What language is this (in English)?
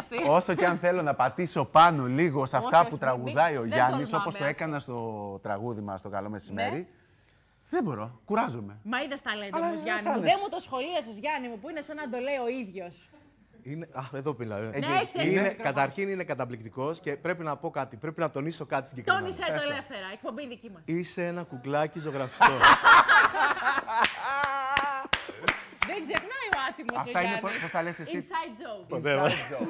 Greek